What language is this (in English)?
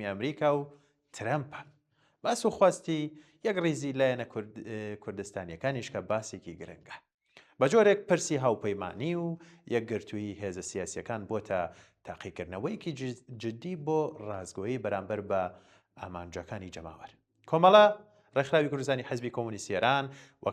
Central Kurdish